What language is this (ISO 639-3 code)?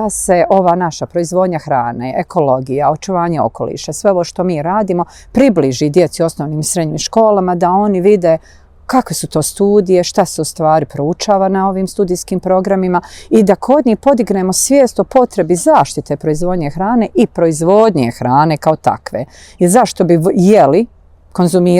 bos